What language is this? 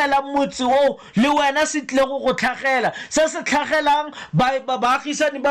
Tswana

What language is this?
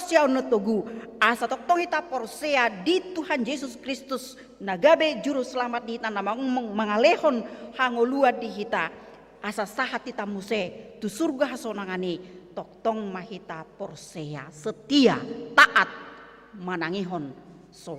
Batak Toba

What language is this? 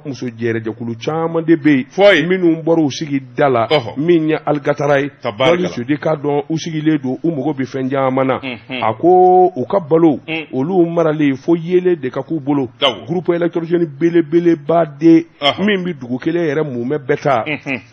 Bambara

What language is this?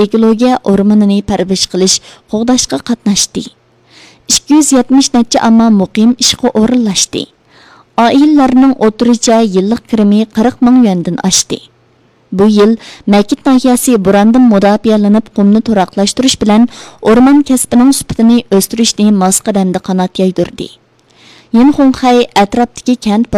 Uyghur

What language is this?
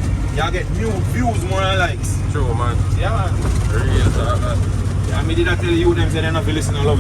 Jamaican Creole English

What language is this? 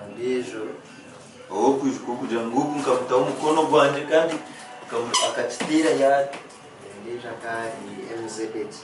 Nyankole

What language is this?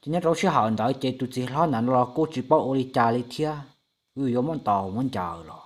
Hmong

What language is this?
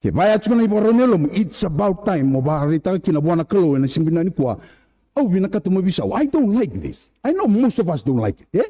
Fijian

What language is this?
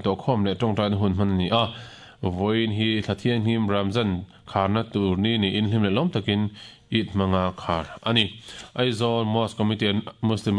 Mizo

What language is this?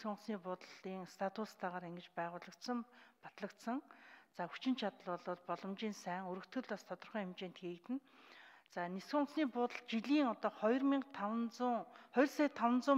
Mongolian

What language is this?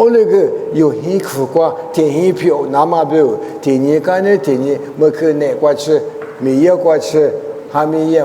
Lisu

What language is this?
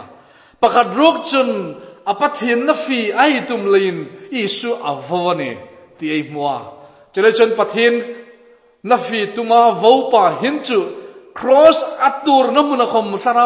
Hmar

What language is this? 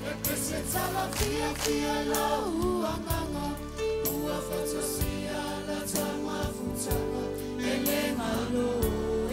Samoan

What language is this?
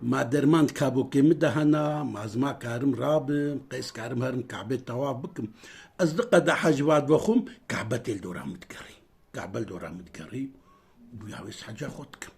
Kurdish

